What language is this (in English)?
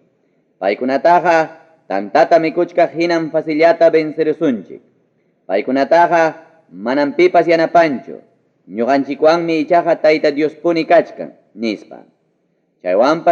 Ayacucho Quechua